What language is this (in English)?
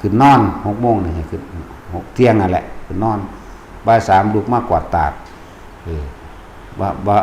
Northeastern Thai